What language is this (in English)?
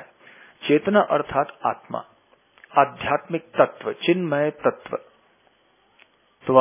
Hindi